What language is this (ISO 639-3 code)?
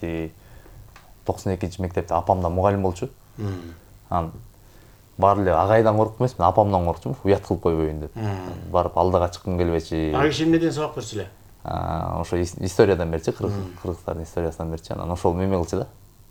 kir